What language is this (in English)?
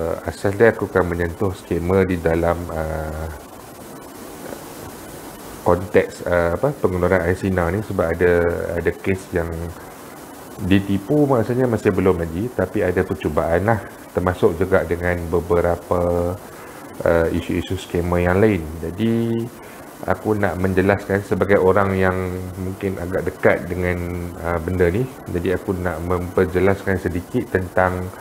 Malay